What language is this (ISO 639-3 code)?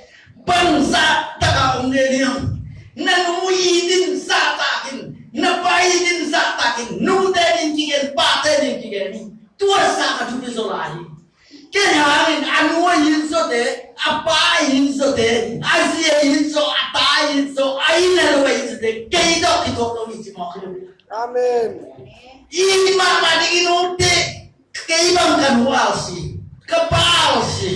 ctd